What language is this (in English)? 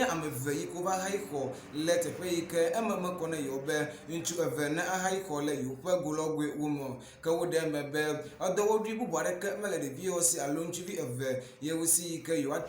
Ewe